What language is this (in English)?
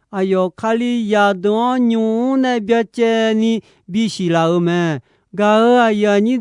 Akha